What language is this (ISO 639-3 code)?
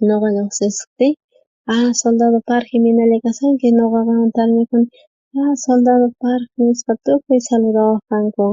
quh